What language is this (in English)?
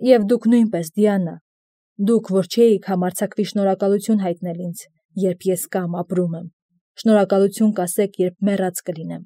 Armenian